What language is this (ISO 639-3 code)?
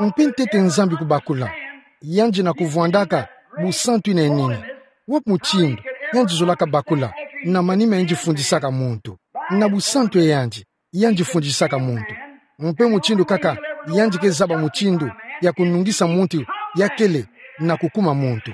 ktu